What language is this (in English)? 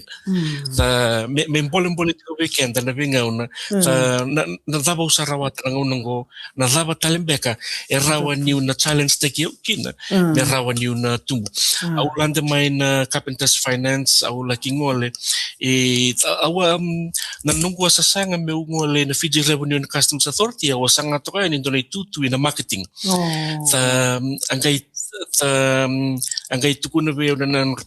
Fijian